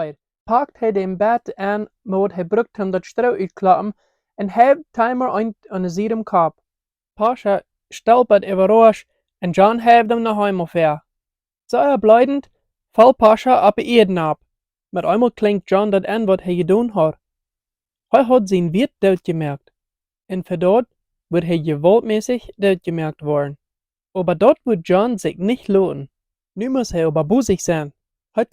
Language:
Plautdietsch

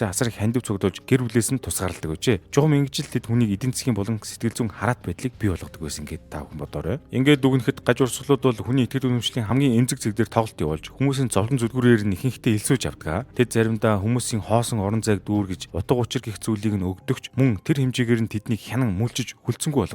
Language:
Mongolian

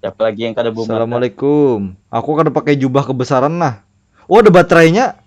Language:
Banjar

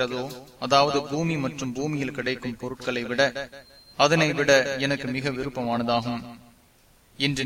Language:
Tamil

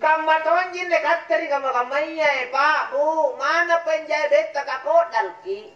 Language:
Makasar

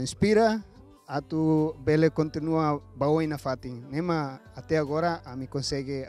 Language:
Tetum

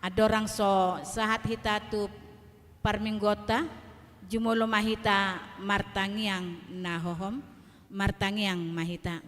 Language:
Batak Toba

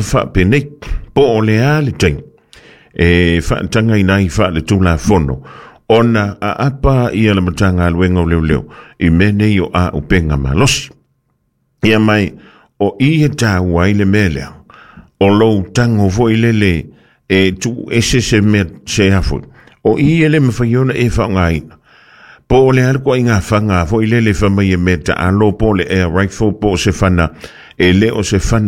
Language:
Samoan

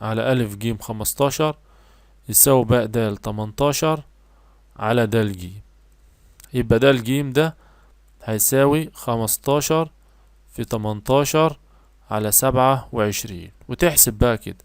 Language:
Egyptian Arabic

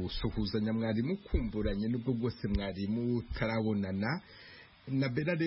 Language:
Kinyarwanda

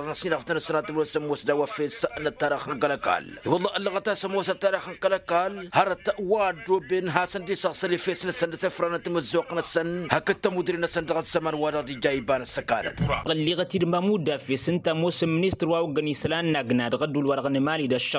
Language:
Tamasheq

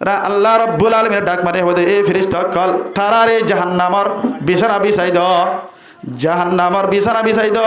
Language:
Rohingya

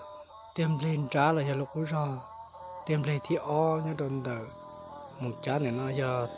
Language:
Hmong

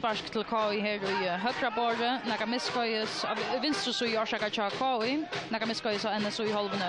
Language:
Faroese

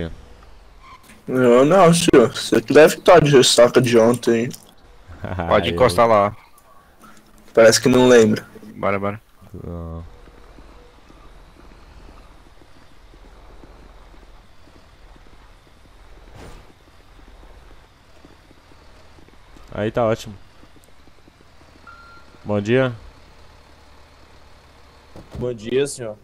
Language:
Portuguese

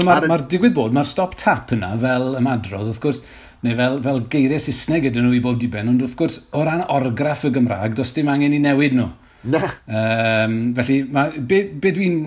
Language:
Welsh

